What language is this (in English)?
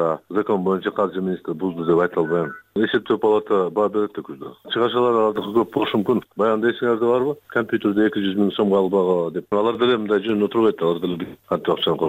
Kyrgyz